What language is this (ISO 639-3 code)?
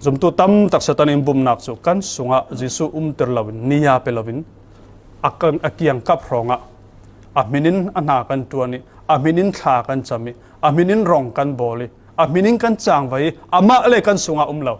cfm